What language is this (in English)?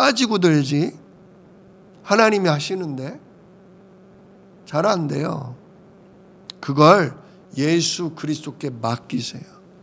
Korean